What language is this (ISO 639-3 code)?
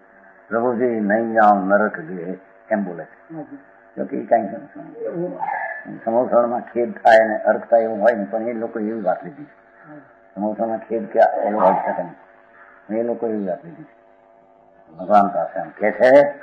guj